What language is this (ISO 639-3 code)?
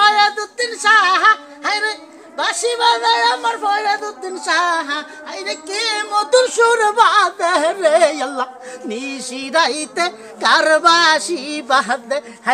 syl